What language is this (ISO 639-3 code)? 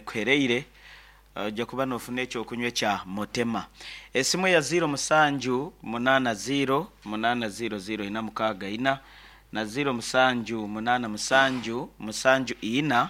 nyn